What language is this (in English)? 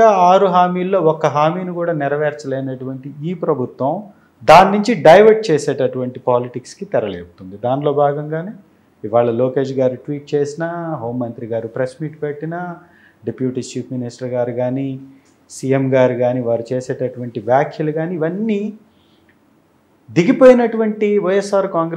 Telugu